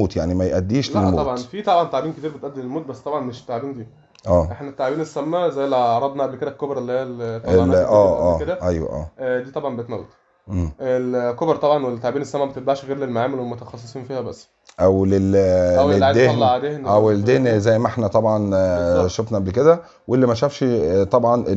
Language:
Egyptian Arabic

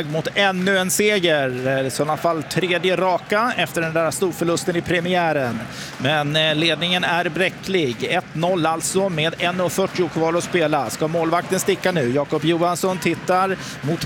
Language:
Swedish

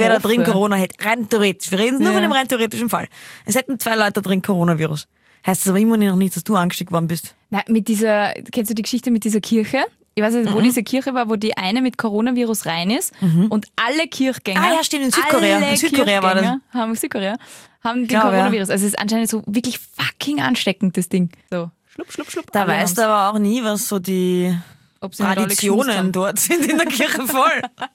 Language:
German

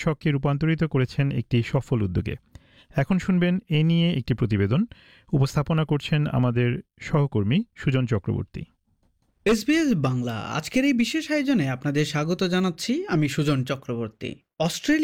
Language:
Bangla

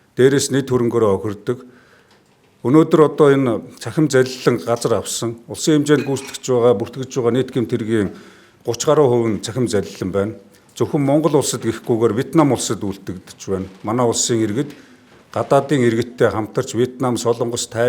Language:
Mongolian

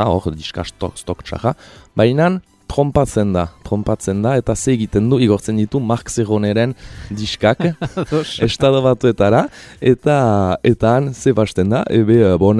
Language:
Basque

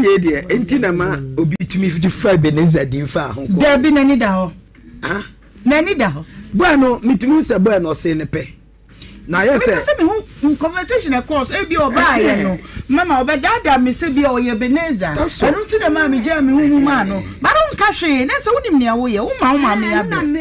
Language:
Akan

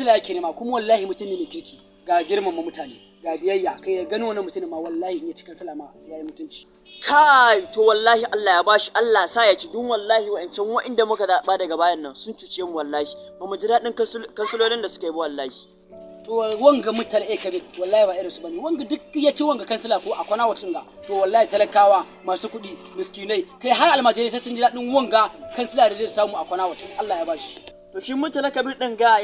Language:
Hausa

